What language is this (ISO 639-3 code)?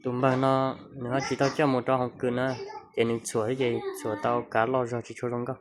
hmn